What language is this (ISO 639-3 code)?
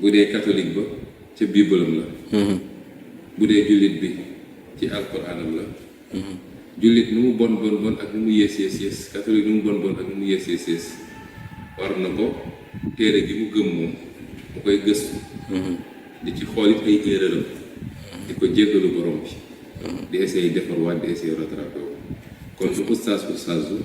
wol